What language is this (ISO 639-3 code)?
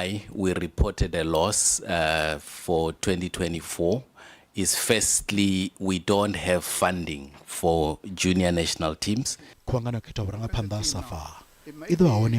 ven